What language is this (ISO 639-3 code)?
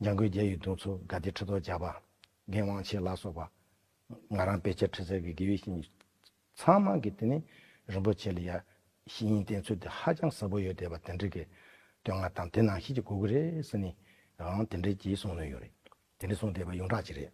bod